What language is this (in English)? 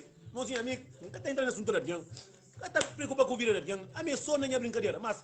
Kabuverdianu